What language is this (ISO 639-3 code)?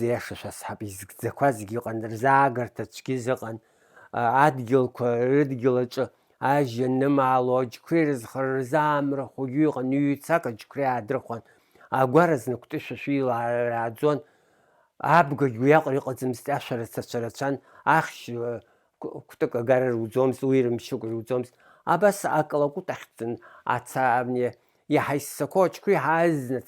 abk